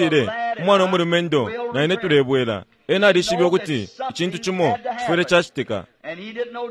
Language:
Bemba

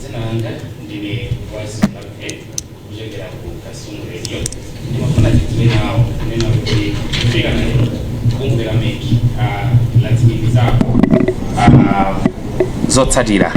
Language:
Nyanja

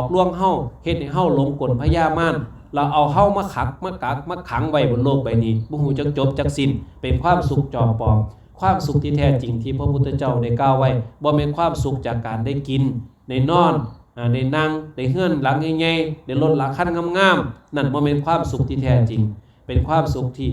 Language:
Lao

